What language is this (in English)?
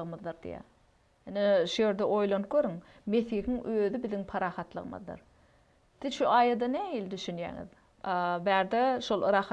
Turkmen